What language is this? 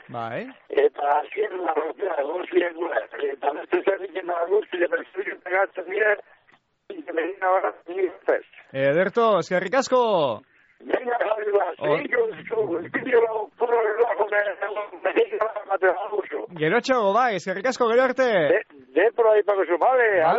Basque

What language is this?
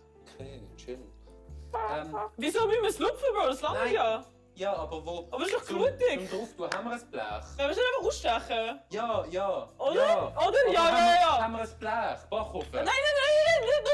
Swiss German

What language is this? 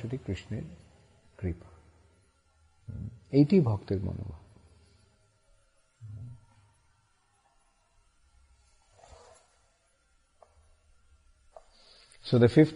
Bangla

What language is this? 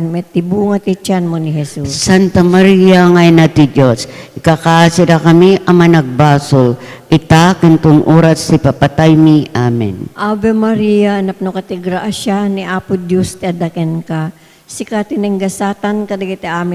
Iloko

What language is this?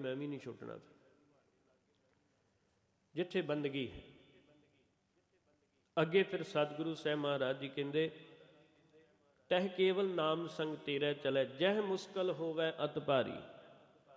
Punjabi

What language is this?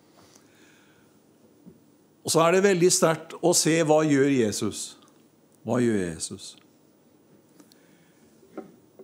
Norwegian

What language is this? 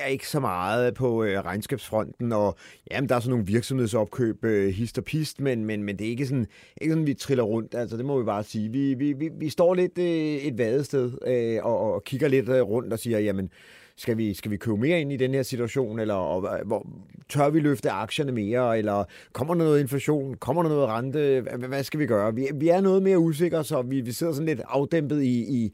Danish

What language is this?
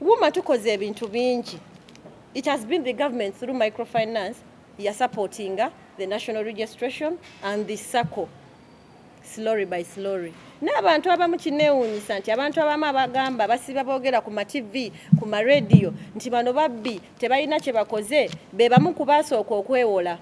Ganda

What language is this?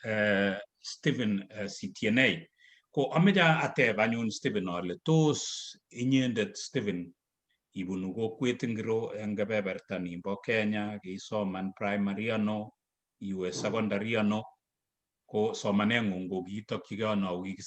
Kalenjin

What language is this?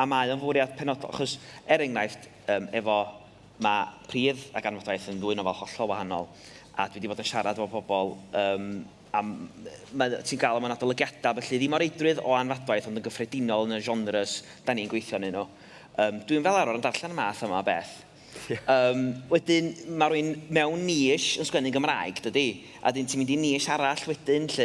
Welsh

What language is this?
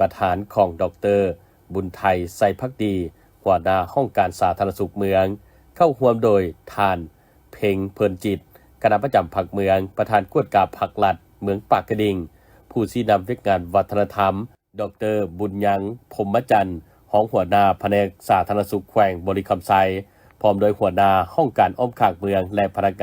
Lao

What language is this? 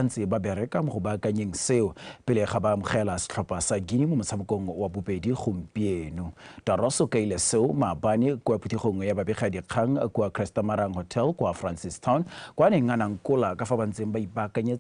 Tswana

